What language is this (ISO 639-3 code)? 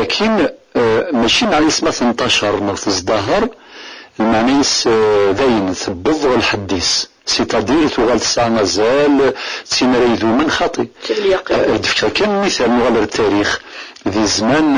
kab